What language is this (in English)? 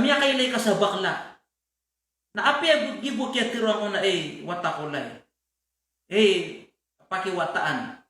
Maranao